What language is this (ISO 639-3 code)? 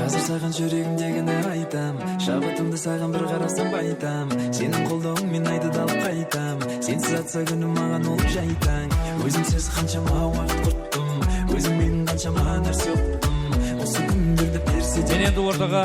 kaa